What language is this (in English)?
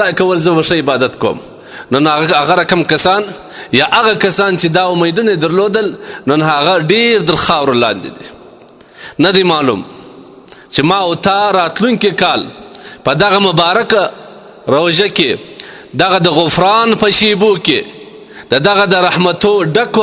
Pashto